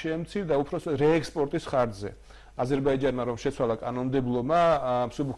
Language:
Georgian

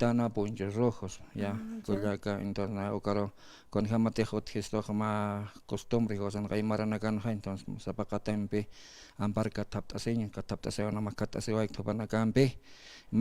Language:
Aymara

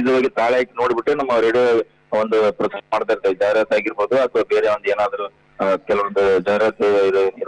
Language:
Kannada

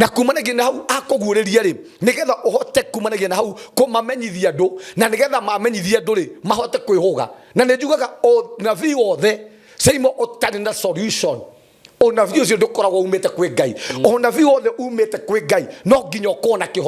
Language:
Kikuyu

